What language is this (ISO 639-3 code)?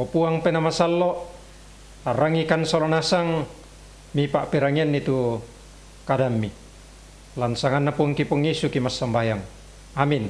sda